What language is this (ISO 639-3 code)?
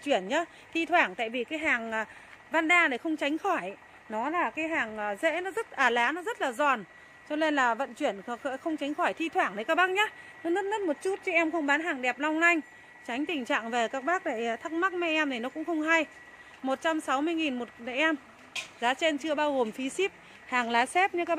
vie